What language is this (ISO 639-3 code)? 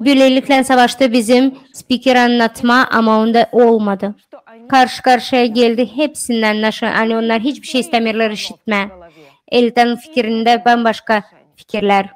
gag